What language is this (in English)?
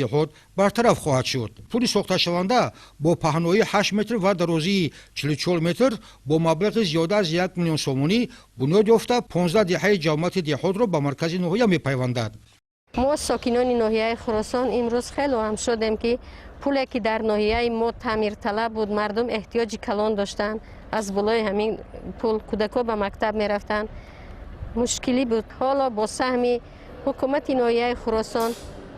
Tajik